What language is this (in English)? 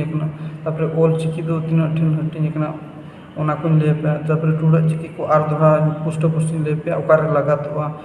Santali